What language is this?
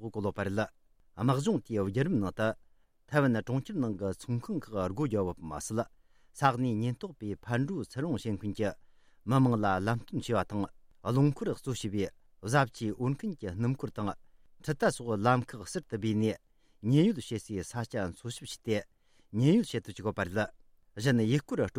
Tibetan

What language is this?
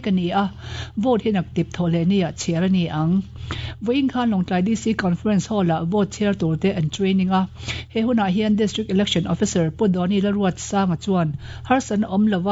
Mizo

